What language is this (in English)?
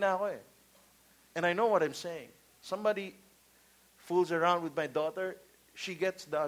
Filipino